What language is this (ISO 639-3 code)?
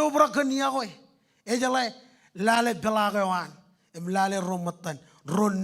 mah